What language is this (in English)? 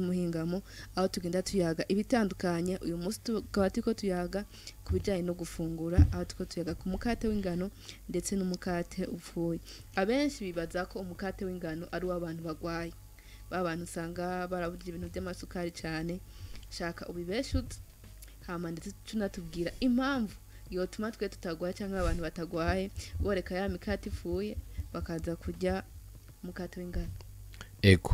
Rundi